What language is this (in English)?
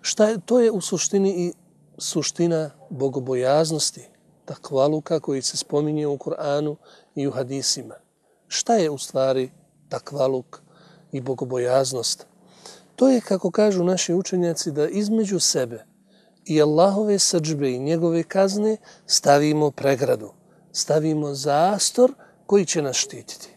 Bosnian